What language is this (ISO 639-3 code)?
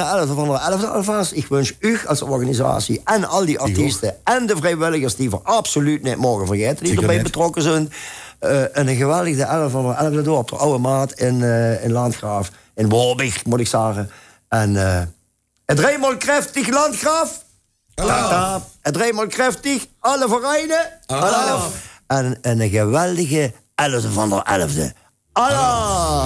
lim